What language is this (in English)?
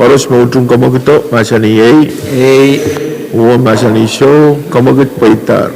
Pohnpeian